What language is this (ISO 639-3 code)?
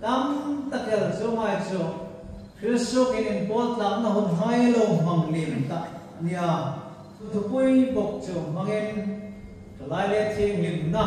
hmr